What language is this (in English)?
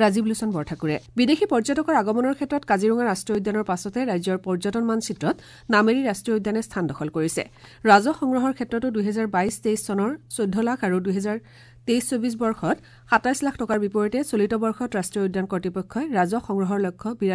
Assamese